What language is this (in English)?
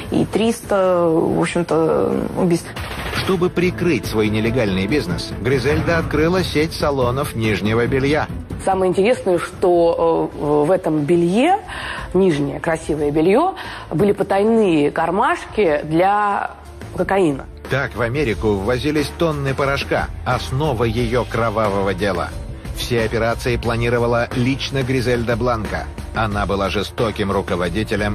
Russian